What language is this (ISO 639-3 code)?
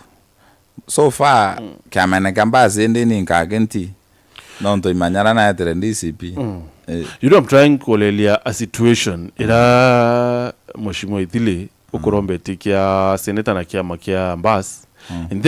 mer